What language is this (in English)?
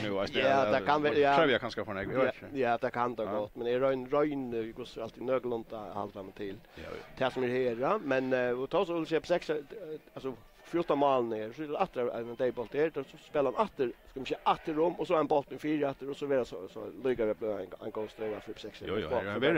Faroese